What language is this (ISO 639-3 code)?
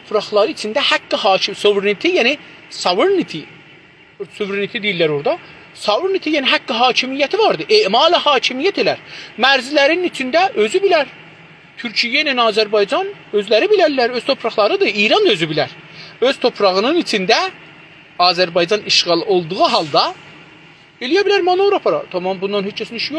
azb